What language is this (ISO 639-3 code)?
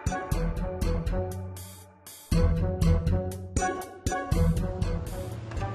ind